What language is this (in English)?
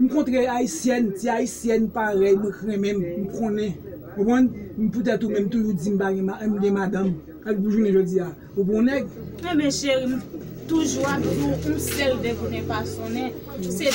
Haitian Creole